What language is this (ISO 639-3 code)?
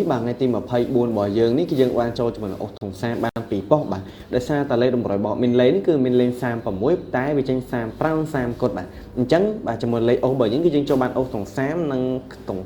khm